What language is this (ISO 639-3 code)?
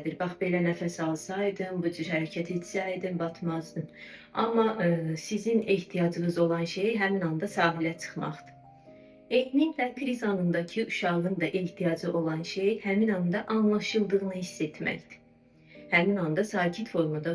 aze